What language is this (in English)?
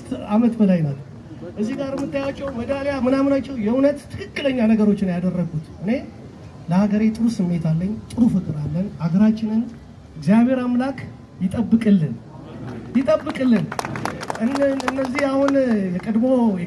Amharic